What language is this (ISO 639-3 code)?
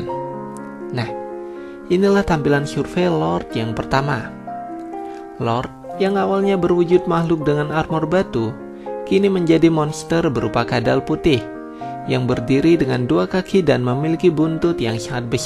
ind